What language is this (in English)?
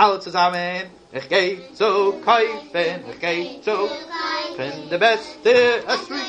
Yiddish